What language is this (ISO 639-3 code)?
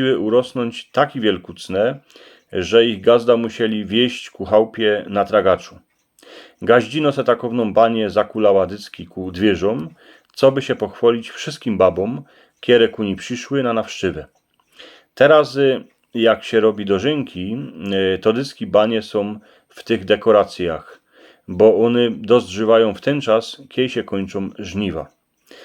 szl